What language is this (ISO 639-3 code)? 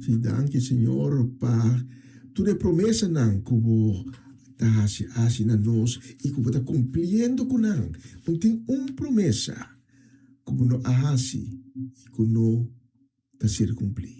pap